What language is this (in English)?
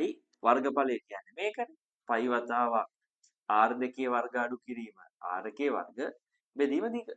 Sinhala